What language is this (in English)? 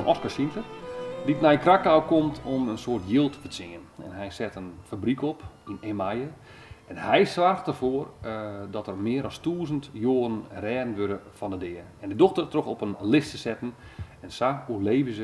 Western Frisian